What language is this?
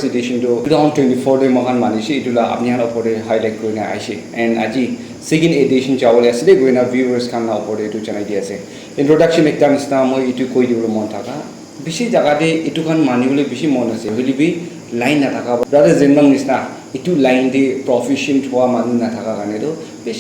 Naga Pidgin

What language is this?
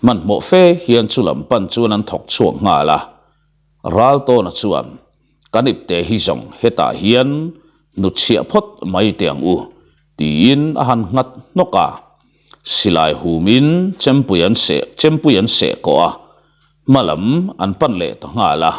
Mizo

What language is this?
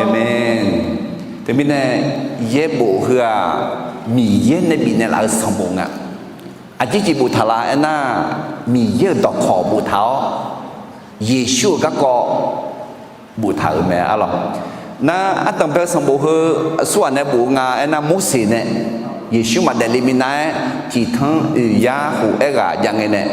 Akha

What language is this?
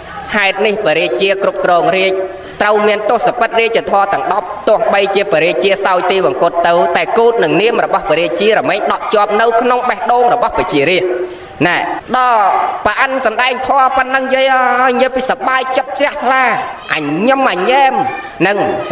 Khmer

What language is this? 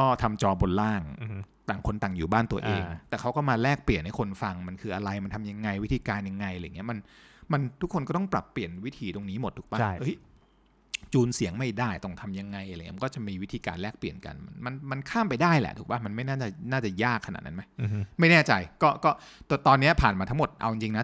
Thai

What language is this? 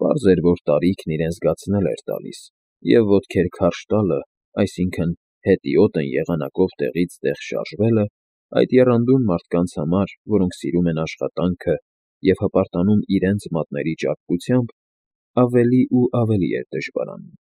Armenian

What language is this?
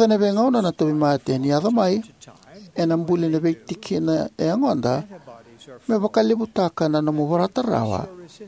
Fijian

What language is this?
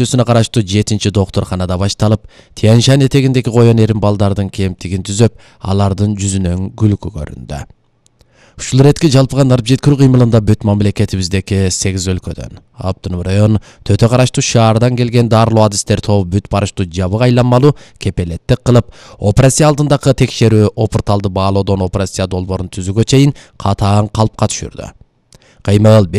Kyrgyz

